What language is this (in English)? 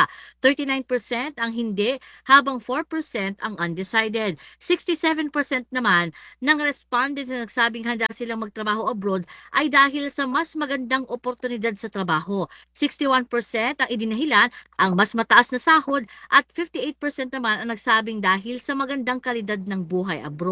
Filipino